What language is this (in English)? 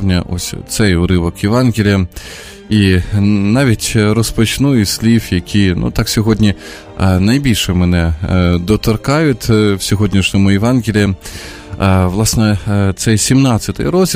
Ukrainian